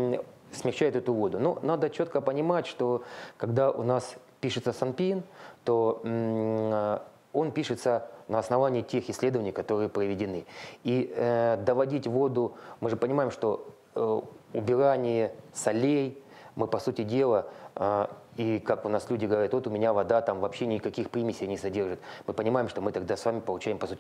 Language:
Russian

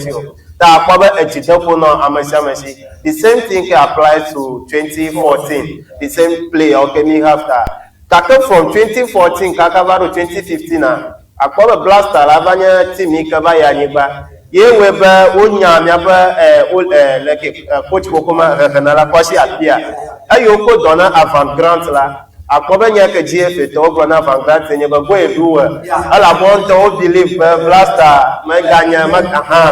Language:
Ewe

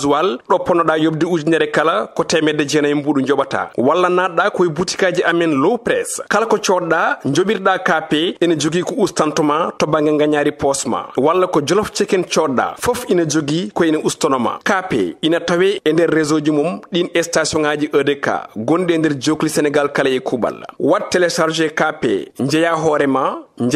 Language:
Fula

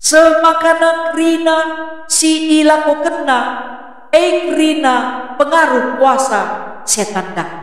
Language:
Batak Karo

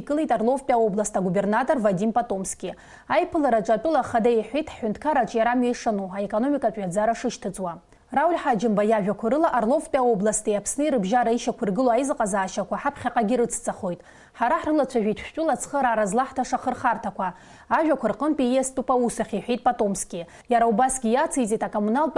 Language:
Abkhazian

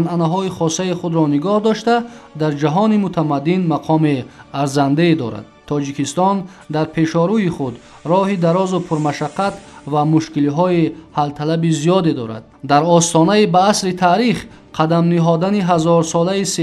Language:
Tajik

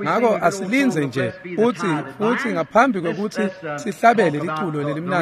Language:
Swati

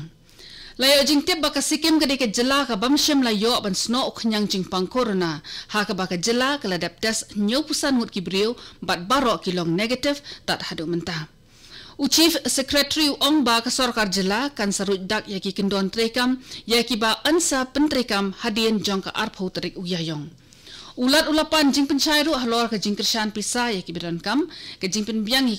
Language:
Khasi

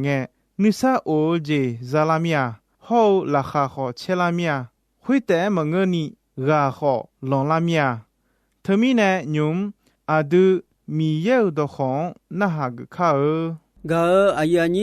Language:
Akha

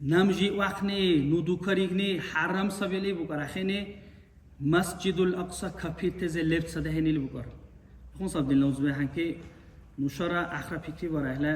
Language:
Dargwa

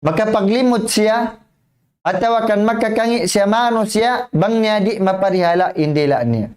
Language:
Tausug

